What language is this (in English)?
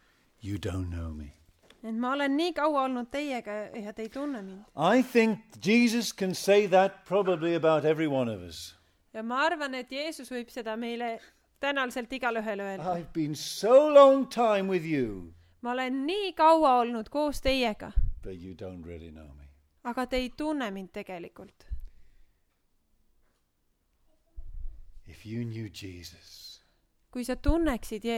Estonian